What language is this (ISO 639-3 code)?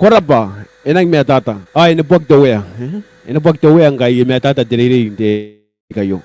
gil